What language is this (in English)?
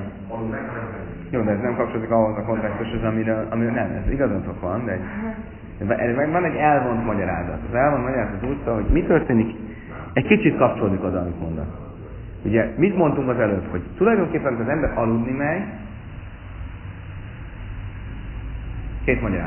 Hungarian